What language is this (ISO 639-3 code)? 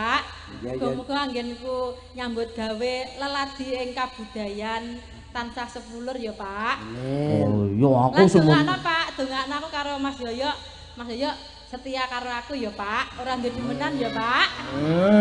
jav